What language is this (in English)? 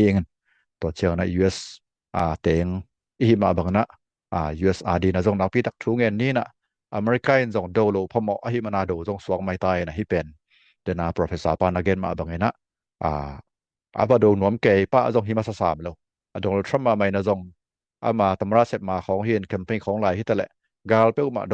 Tedim Chin